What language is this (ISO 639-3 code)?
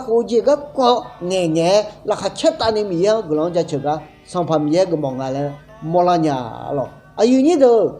ahk